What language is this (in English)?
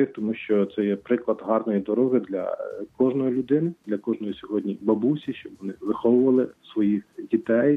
Ukrainian